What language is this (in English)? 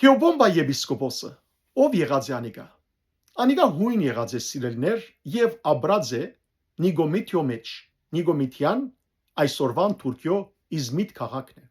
Western Armenian